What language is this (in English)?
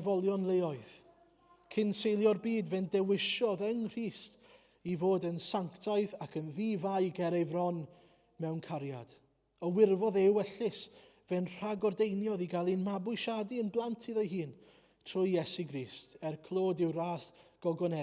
Welsh